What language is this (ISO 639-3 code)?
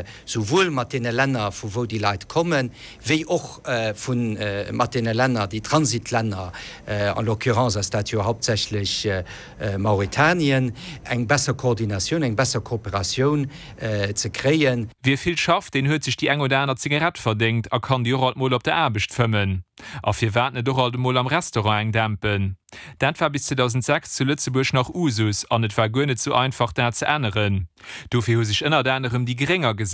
ltz